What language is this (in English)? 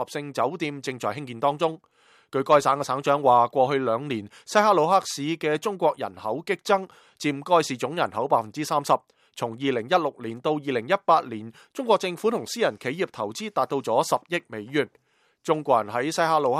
Cantonese